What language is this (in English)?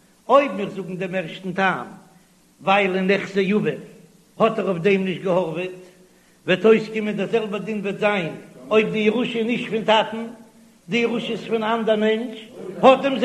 Yiddish